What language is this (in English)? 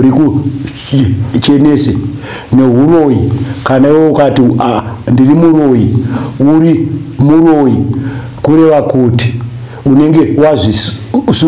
Shona